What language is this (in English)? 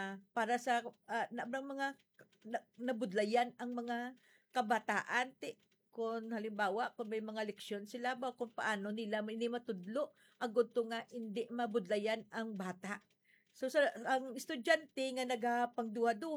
Hiligaynon